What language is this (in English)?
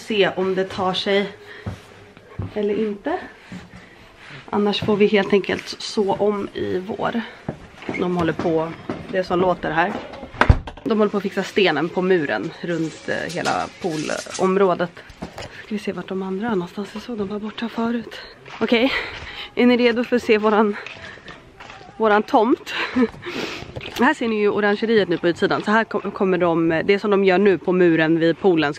Swedish